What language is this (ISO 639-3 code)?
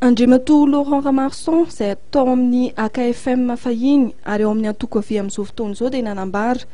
mlg